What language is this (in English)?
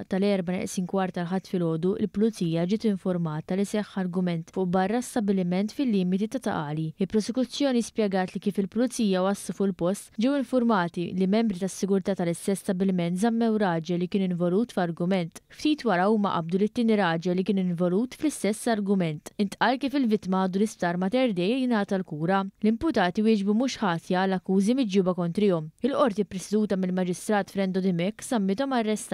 Maltese